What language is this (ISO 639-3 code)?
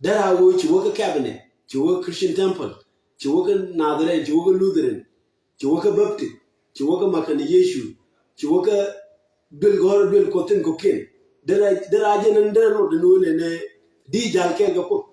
nus